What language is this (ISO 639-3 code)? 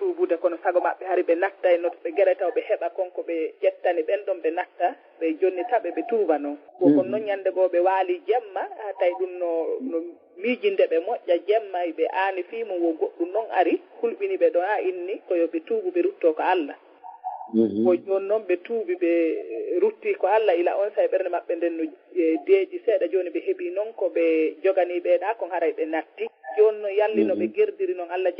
ful